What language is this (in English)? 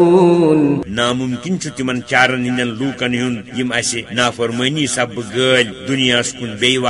Kashmiri